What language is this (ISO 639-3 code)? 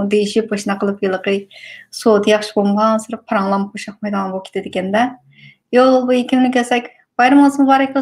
uig